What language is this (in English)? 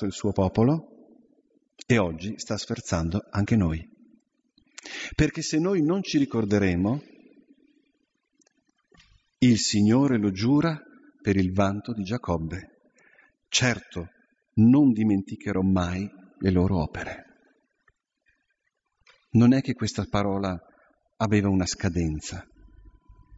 Italian